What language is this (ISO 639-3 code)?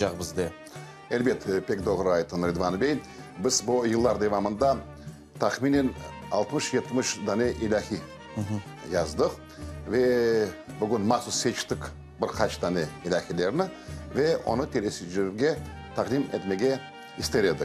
crh